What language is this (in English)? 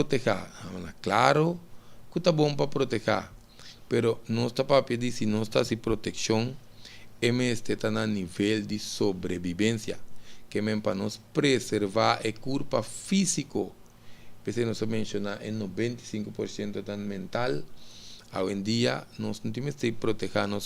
Papiamento